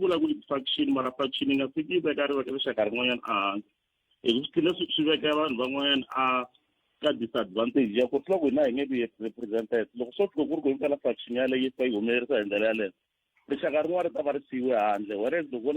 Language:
Tsonga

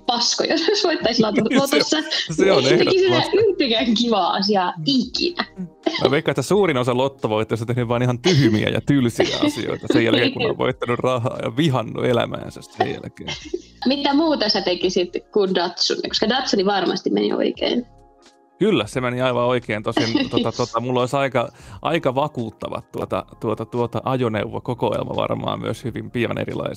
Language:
Finnish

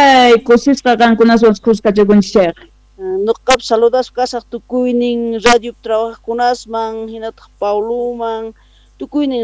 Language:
Quechua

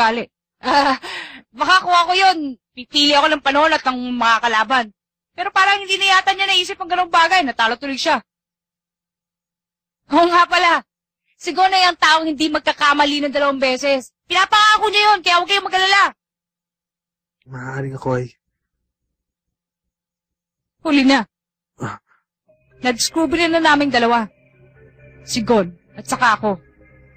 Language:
Filipino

